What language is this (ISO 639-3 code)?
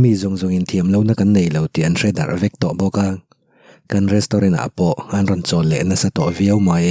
lus